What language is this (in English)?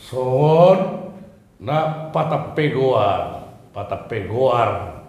Batak Toba